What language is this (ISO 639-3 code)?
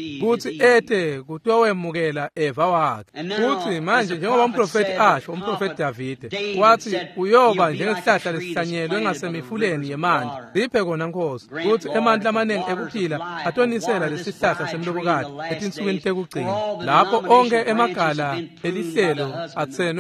ssw